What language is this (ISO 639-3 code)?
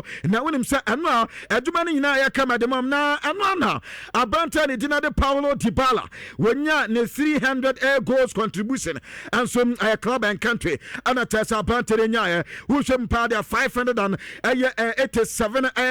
aka